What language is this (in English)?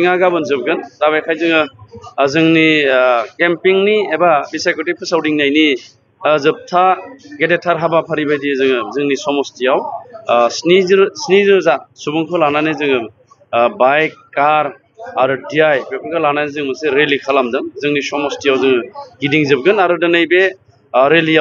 Bodo